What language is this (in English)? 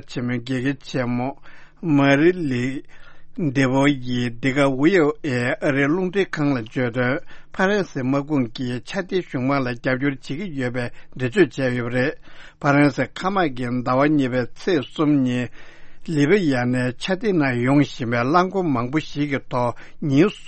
Tibetan